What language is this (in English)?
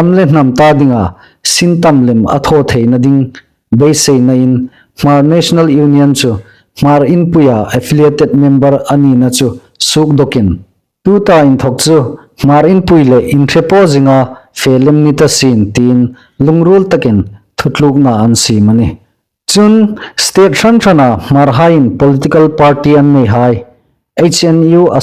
Hmar